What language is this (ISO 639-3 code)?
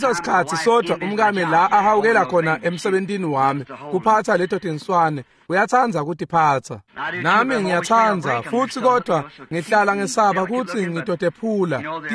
ssw